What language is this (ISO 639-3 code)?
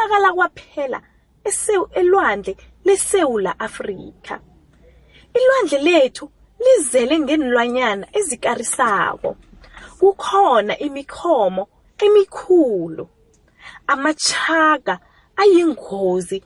nbl